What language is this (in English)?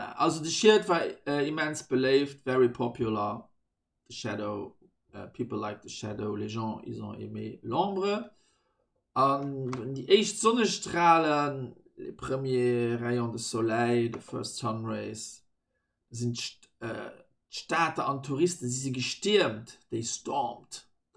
Luxembourgish